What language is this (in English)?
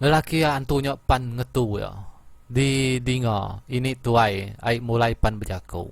Iban